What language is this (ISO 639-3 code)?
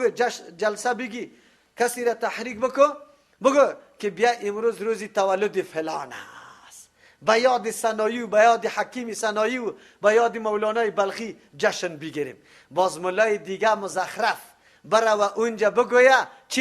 fas